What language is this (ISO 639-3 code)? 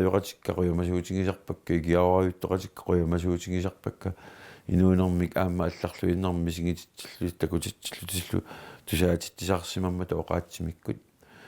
kal